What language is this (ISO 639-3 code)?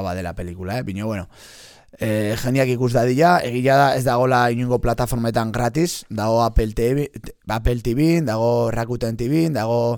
eus